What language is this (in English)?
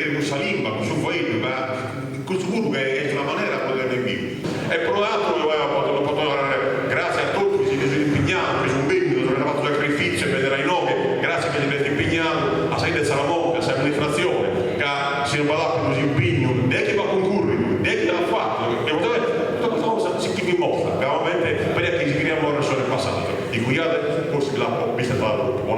Sardinian